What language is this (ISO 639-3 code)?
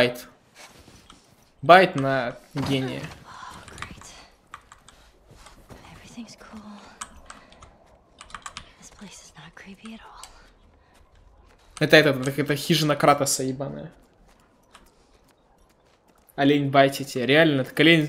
rus